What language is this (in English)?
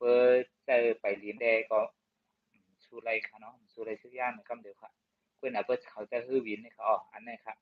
Shan